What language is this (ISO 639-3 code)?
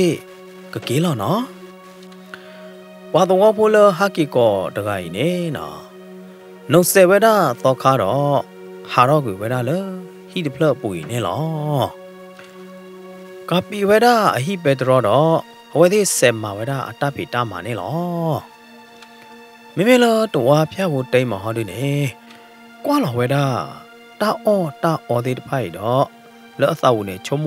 ksw